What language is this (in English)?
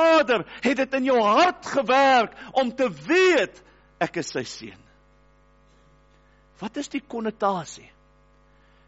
Afrikaans